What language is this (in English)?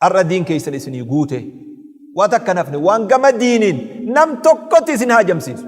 Oromo